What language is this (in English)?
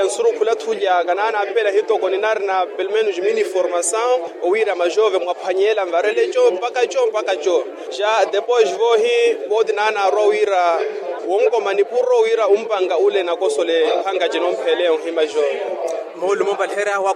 Makhuwa